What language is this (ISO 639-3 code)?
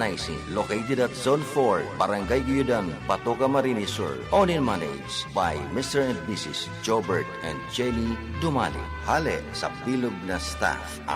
bik